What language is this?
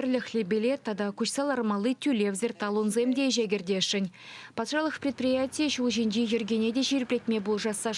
Chuvash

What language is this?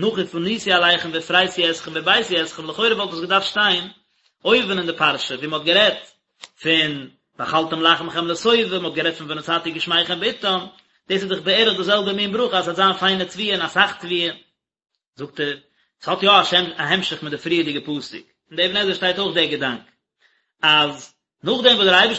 Yiddish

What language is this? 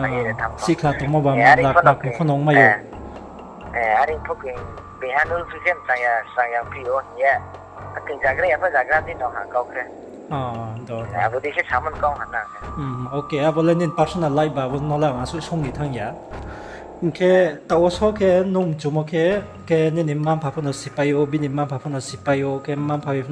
Riang (India)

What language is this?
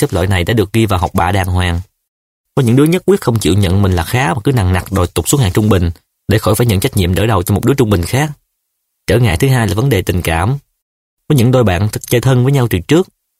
Vietnamese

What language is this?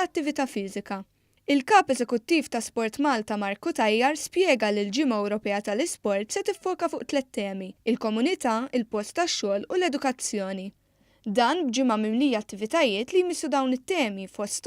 Maltese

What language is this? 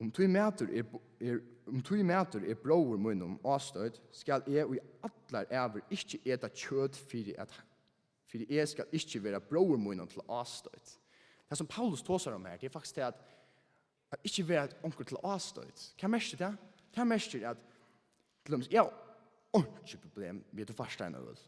Faroese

